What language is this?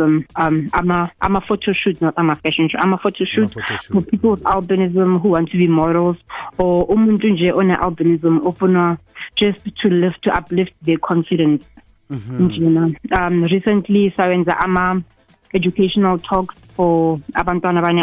South Ndebele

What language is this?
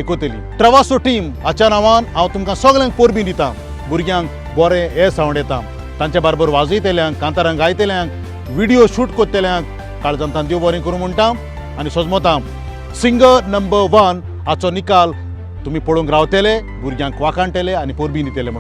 Konkani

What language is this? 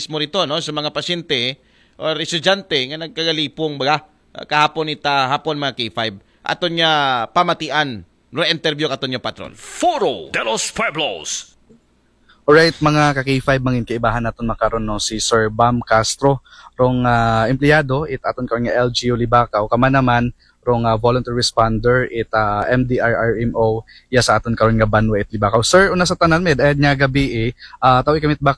Aklanon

